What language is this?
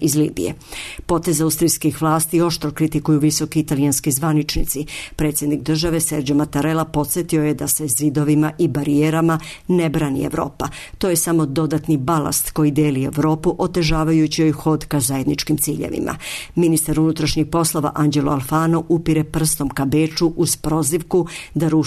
Serbian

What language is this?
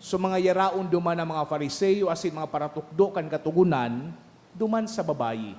Bikol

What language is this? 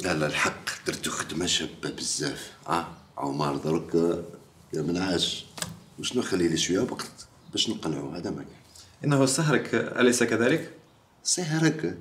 Algerian Arabic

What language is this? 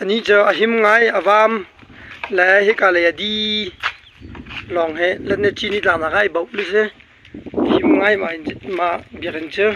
Hakha Chin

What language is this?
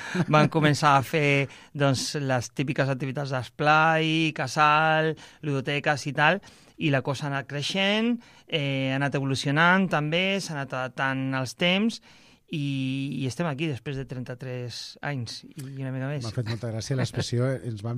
Catalan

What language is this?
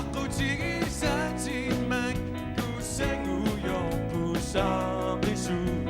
Kalaallisut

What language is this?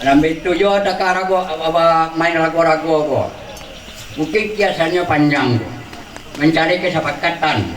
Minangkabau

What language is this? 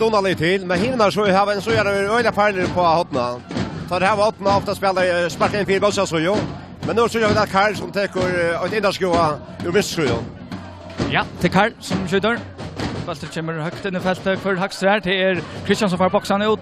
Faroese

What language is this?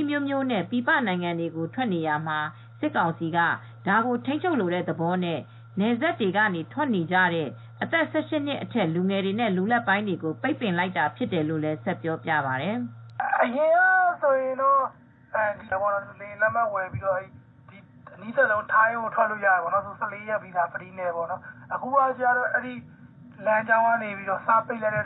Burmese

